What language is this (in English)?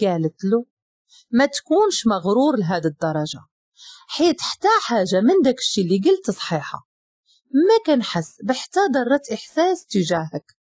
Moroccan Arabic